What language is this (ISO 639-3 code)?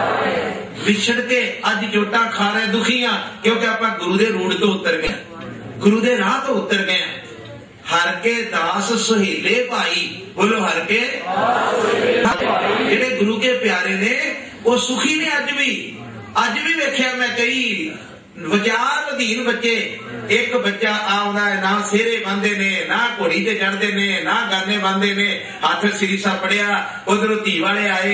pan